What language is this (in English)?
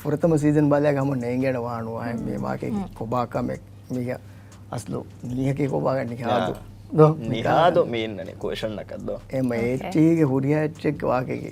Divehi